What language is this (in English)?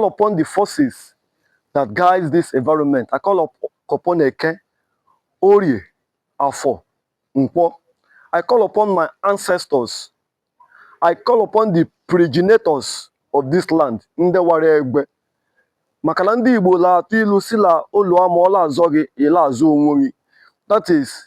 Igbo